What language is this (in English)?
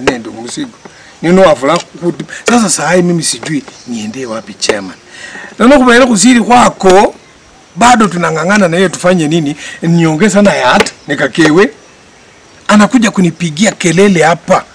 Swahili